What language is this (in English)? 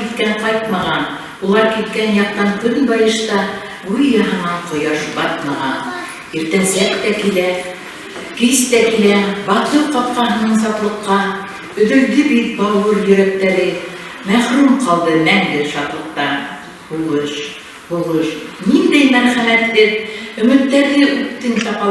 Bashkir